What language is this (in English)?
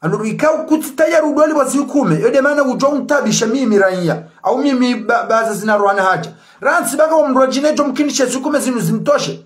Ngazidja Comorian